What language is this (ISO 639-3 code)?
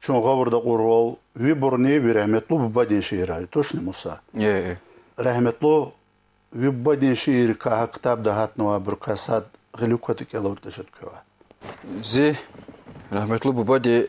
lez